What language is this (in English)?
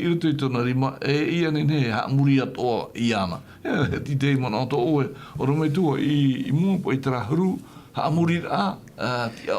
Tahitian